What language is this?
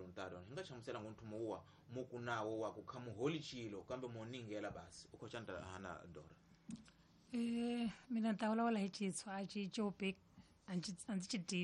Tsonga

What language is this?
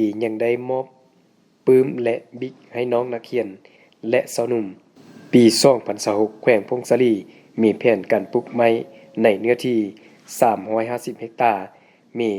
Lao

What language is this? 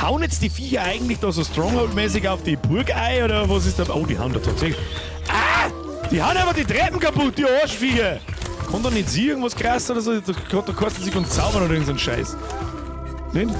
Bavarian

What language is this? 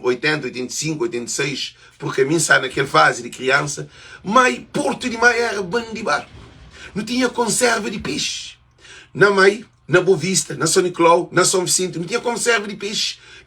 Kabuverdianu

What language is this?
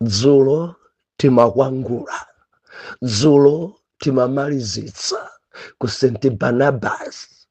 Nyanja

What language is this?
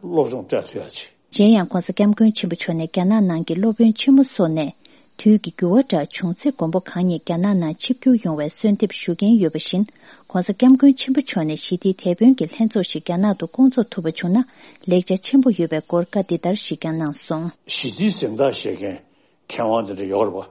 Tibetan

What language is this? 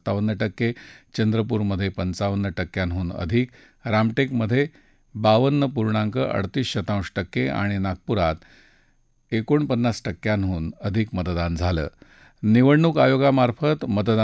Marathi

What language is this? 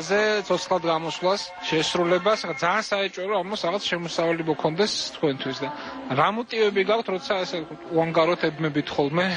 Georgian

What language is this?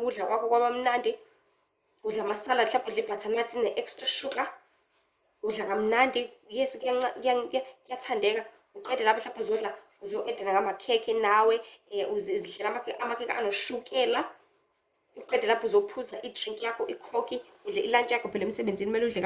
Zulu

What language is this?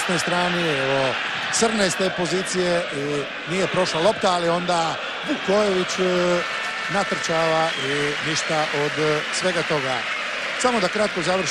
Croatian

